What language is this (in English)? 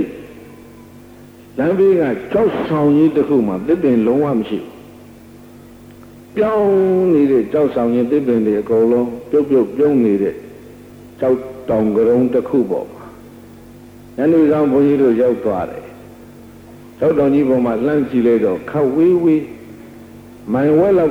Burmese